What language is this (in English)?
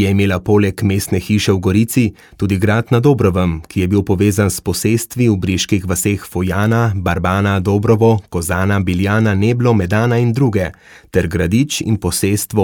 Slovenian